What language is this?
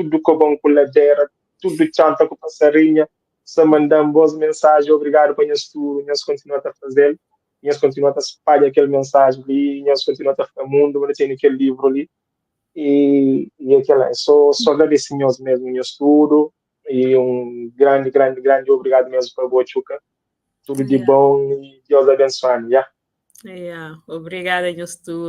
Kabuverdianu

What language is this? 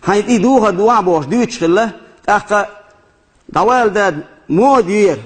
Chechen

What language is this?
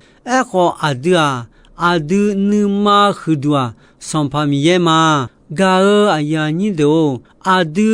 Akha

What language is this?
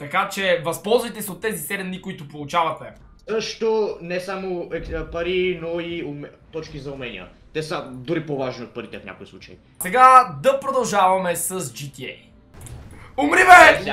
Bulgarian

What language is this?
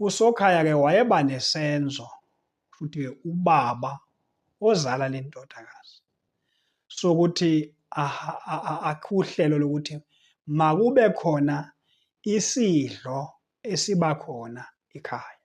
Zulu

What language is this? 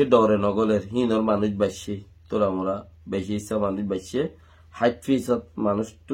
Rohingya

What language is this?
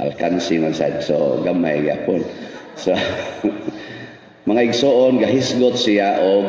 Cebuano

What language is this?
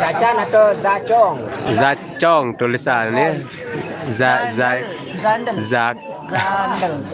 Sasak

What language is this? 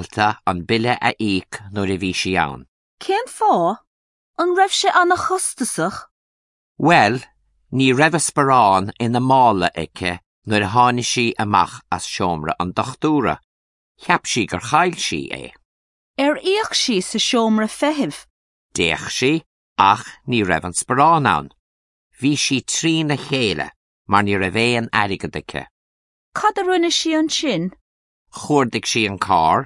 Irish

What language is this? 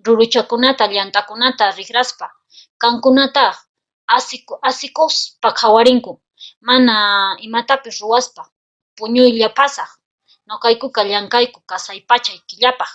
Quechua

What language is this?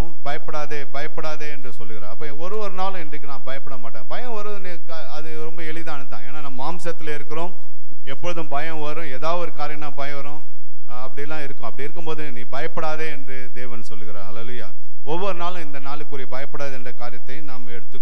Tamil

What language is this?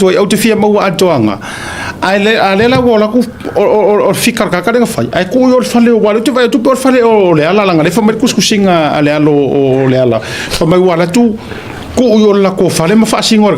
Samoan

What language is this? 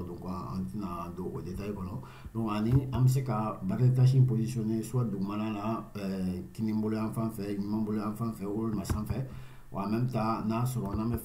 Bambara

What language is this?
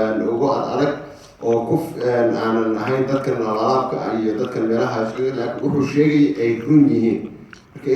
Somali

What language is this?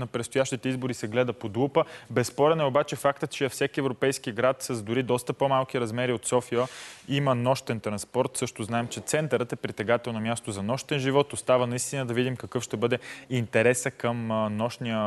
Bulgarian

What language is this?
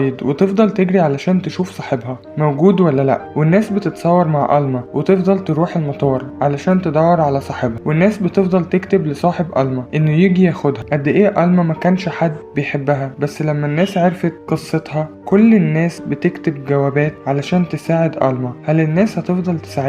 Egyptian Arabic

